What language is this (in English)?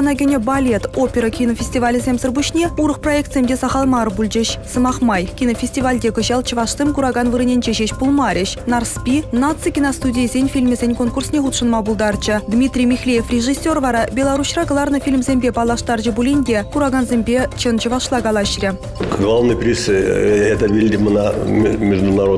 Chuvash